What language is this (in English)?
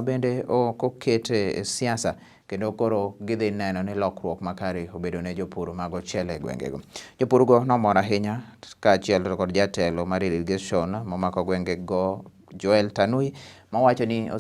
Luo (Kenya and Tanzania)